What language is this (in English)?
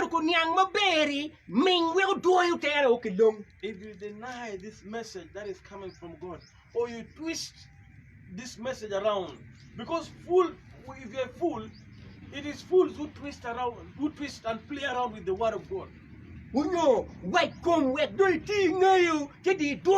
Acoli